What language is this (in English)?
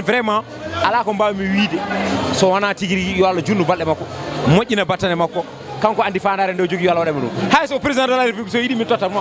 Fula